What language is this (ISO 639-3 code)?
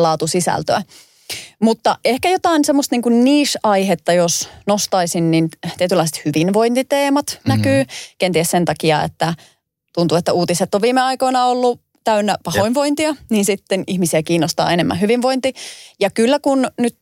fin